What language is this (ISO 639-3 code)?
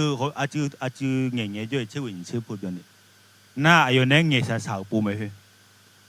ahk